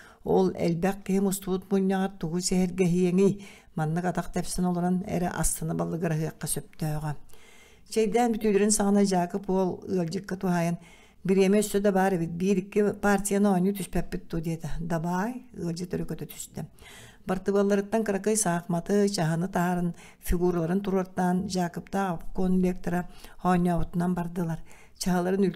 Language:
Yakut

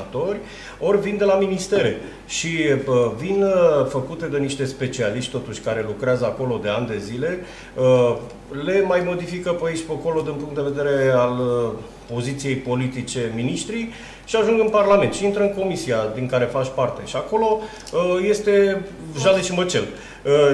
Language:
Romanian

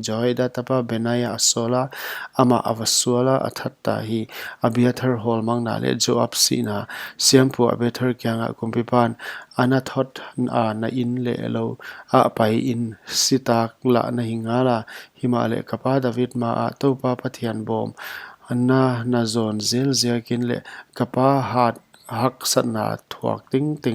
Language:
Paite Chin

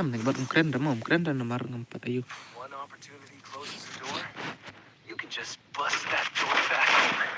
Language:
Khasi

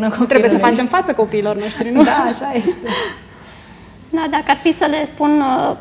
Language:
Romanian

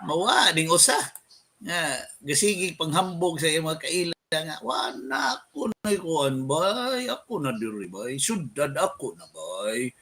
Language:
Cebuano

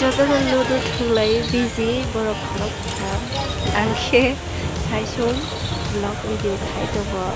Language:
Kok Borok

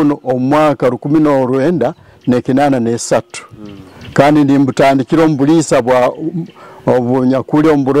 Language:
Nyoro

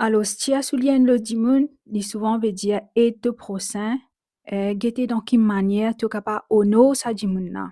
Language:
Morisyen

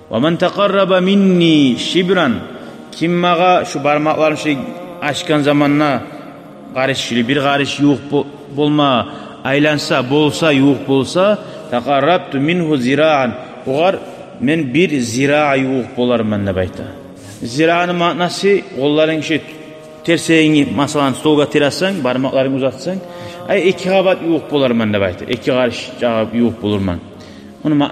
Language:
Kumyk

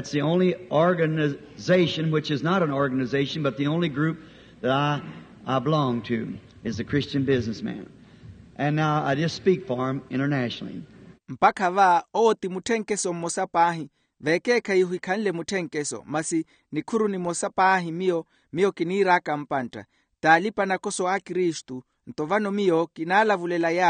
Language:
Makhuwa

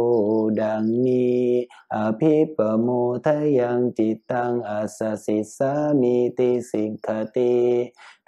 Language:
Thai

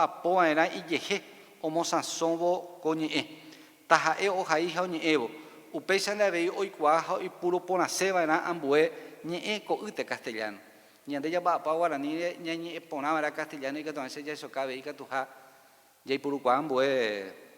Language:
Guarani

